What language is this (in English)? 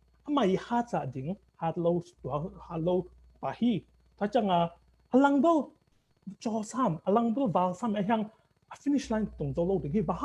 Tedim Chin